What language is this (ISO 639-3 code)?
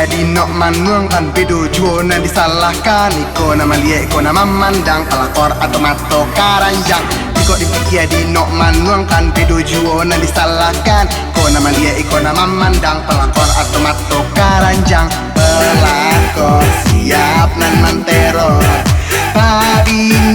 min